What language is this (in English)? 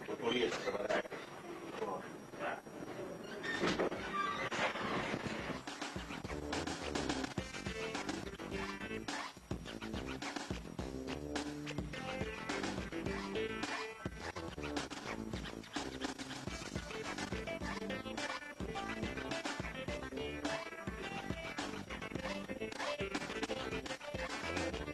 Swahili